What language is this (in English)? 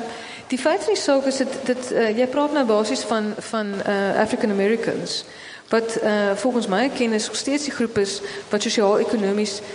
Afrikaans